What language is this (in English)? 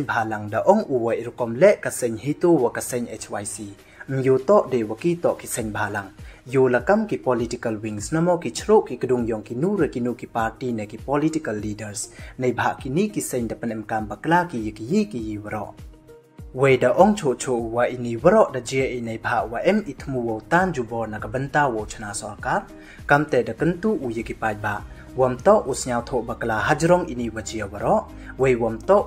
Pnar